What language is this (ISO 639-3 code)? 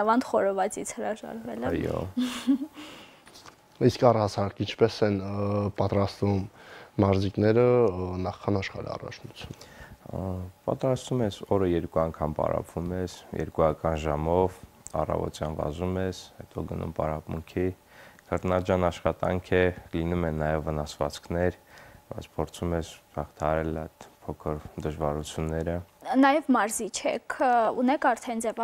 hye